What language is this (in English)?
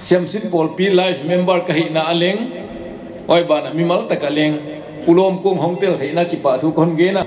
Paite Chin